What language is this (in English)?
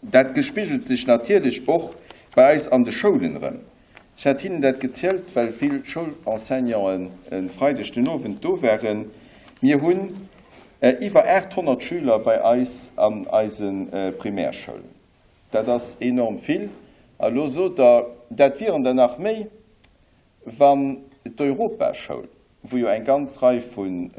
Luxembourgish